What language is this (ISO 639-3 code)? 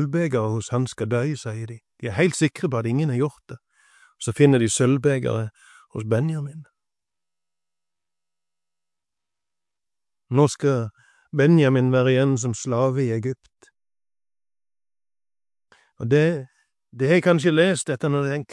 nor